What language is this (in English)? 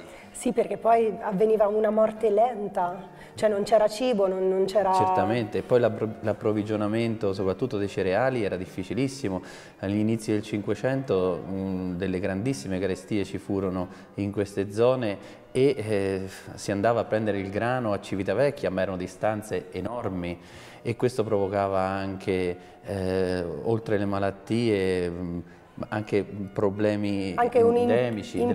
Italian